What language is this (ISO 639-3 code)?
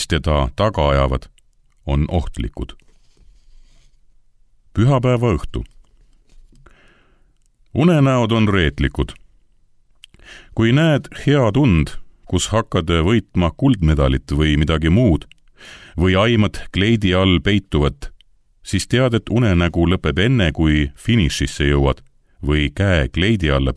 est